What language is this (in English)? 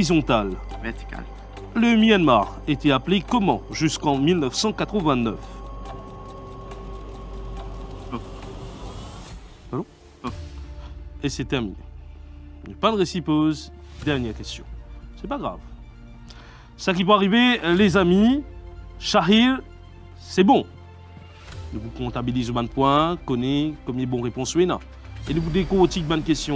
French